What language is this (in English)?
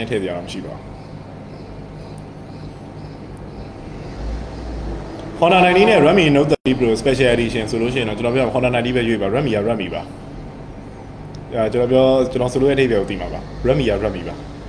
Burmese